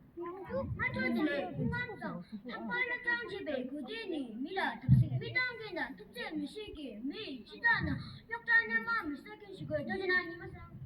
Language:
Tibetan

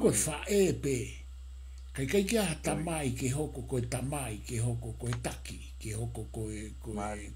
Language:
Tongan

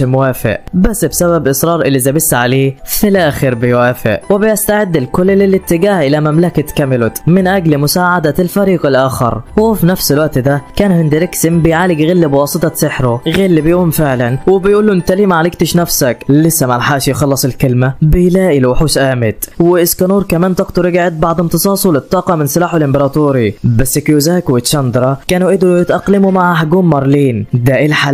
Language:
Egyptian Arabic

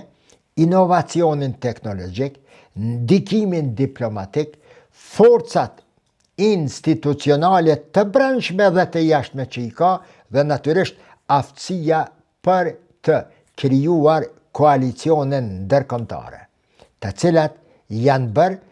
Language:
Albanian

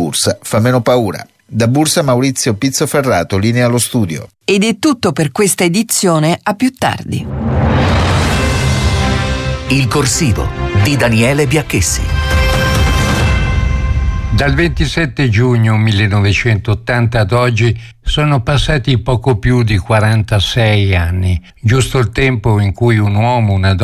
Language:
Italian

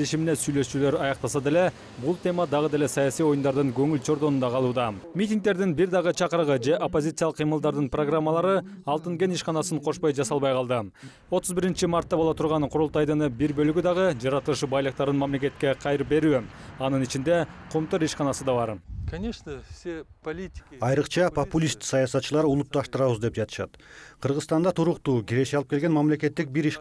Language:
Kyrgyz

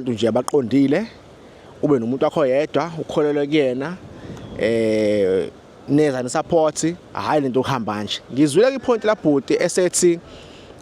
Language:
Zulu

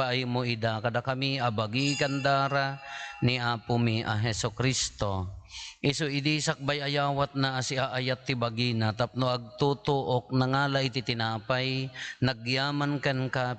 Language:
Iloko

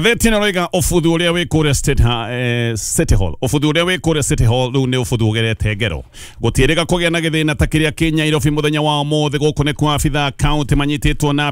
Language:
Kikuyu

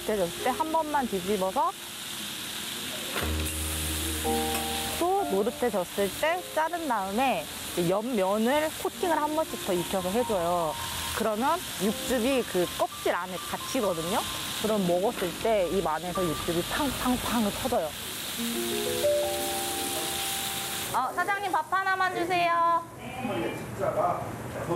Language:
Korean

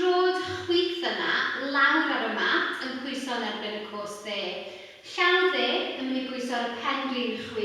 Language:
Welsh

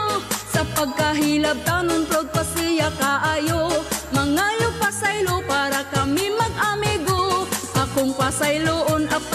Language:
Cebuano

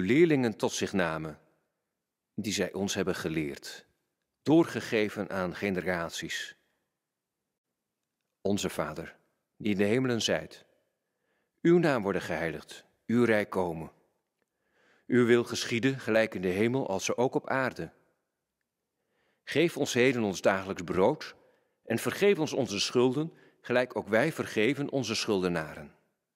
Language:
Dutch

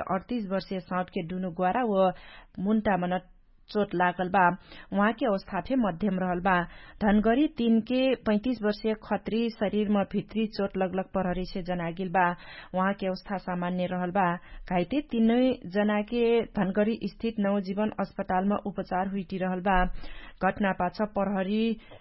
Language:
Dangaura Tharu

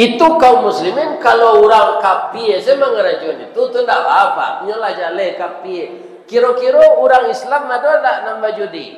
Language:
Minangkabau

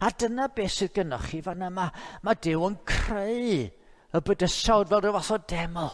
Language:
Welsh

